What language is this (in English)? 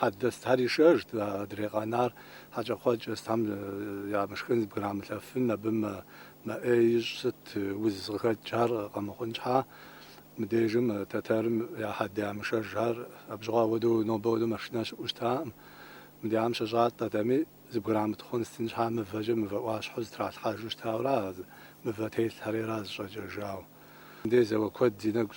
Kabardian